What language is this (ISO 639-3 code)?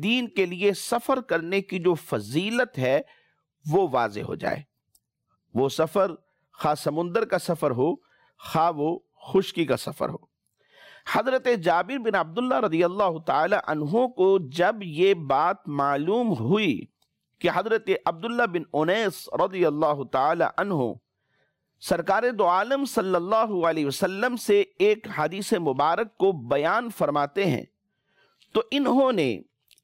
urd